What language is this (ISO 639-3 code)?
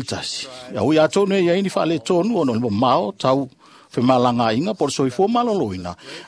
smo